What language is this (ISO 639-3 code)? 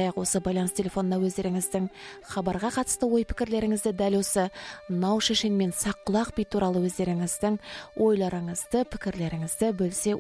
kaz